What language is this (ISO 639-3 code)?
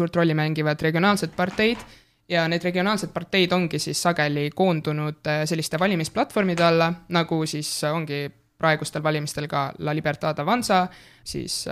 est